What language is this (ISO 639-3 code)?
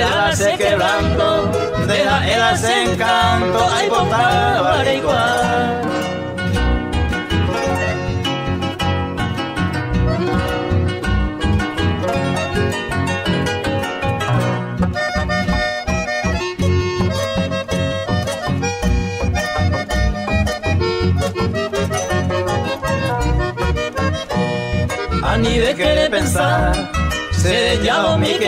spa